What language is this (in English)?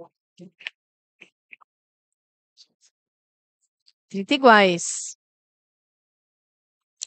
Portuguese